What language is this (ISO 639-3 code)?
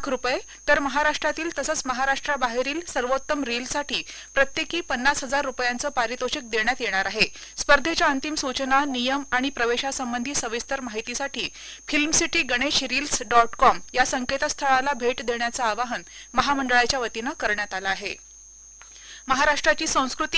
mar